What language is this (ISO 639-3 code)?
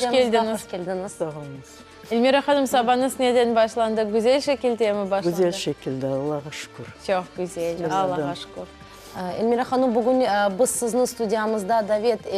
crh